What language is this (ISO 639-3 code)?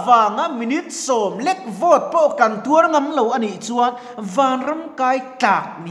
lus